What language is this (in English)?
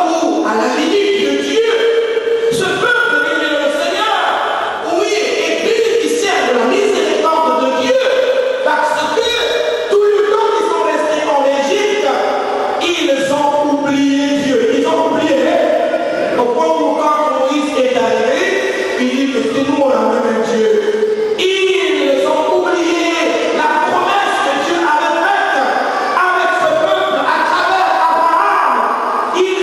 French